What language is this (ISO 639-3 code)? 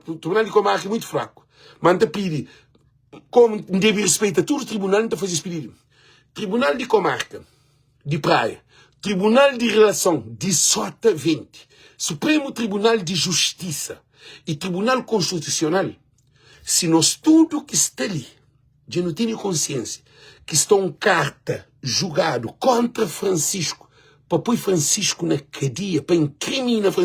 kea